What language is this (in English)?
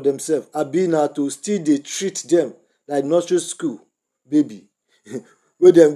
Nigerian Pidgin